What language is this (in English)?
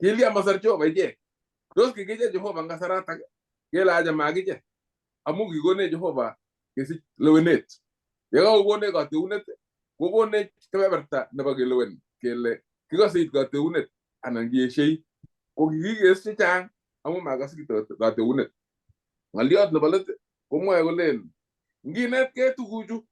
Kalenjin